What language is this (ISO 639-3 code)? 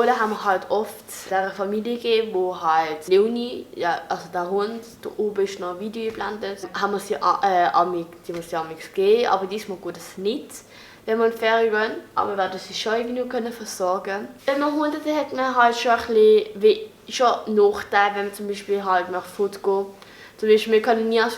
gsw